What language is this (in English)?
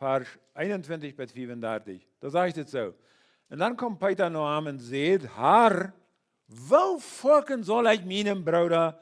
Plautdietsch